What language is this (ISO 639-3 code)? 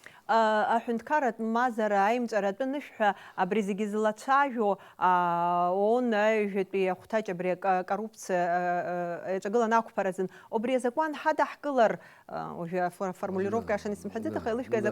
abk